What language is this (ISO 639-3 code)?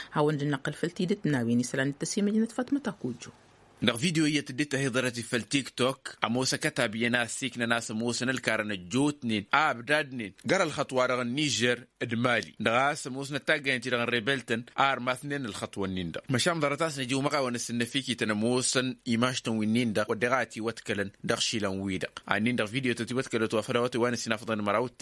taq